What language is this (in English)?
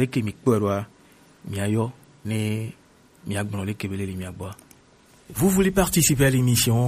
Gen